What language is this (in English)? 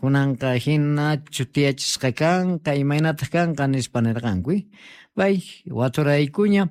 Quechua